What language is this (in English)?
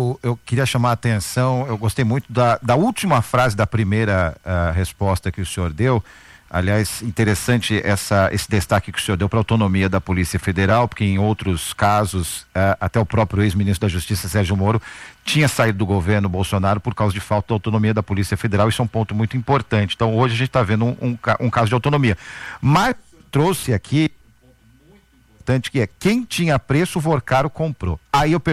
Portuguese